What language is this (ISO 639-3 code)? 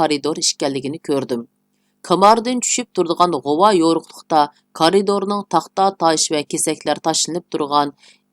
uig